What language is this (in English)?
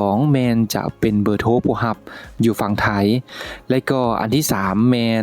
Lao